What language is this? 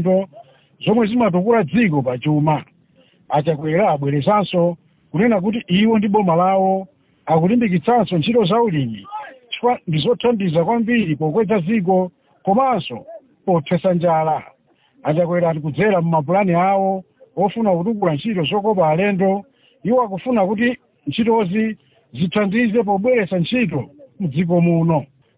Nyanja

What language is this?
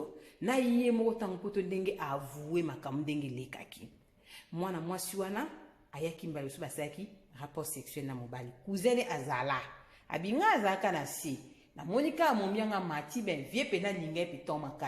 Lingala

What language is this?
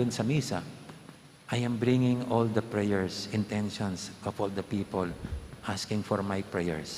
Pampanga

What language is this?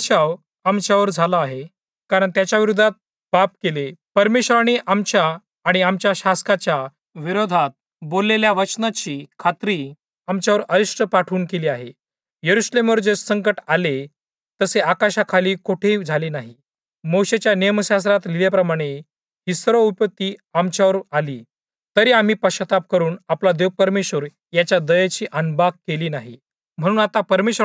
Marathi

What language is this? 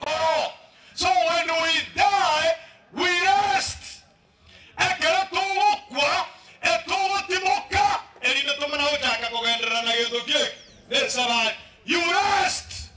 Gusii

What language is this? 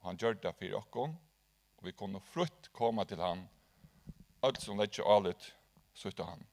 Faroese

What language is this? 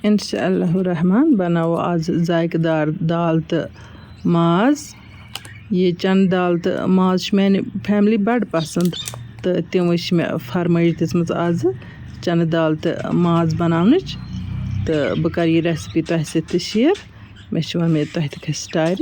Kashmiri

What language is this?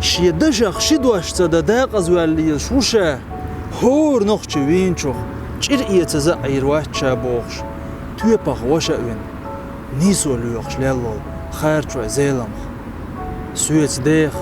Chechen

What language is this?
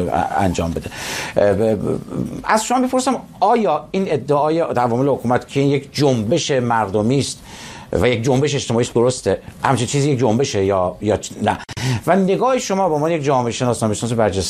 Persian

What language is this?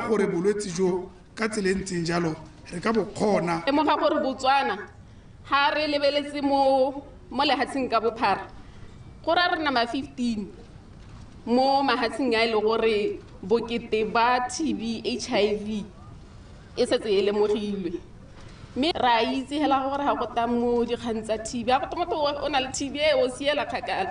Tswana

